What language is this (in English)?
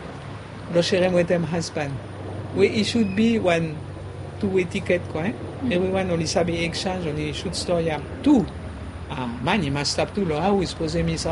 Bislama